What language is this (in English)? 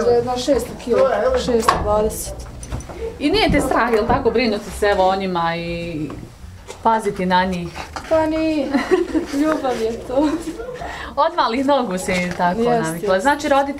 Bosnian